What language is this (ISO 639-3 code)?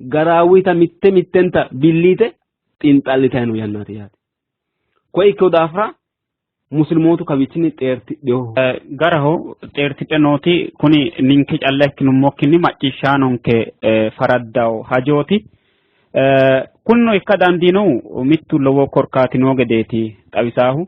sid